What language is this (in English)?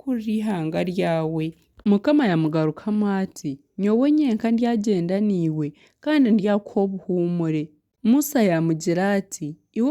Nyankole